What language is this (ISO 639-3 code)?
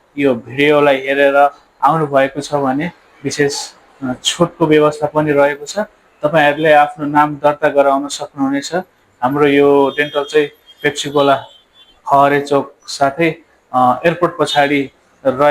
nep